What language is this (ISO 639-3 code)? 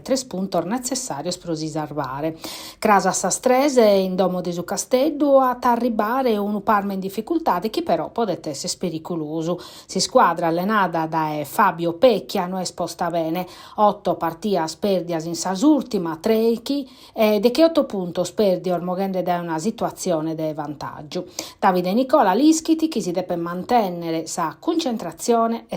srd